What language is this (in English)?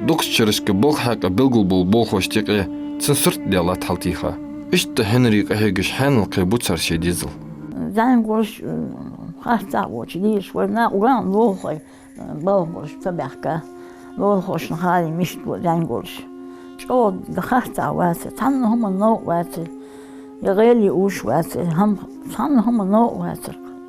Ingush